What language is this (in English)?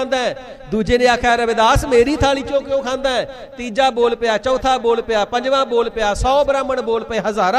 Punjabi